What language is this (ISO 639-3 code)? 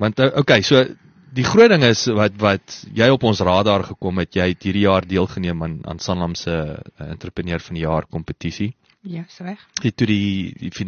afr